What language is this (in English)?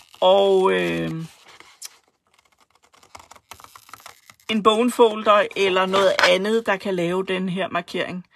Danish